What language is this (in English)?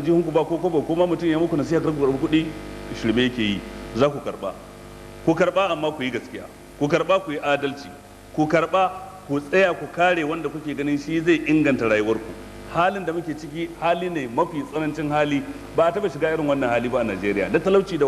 Hausa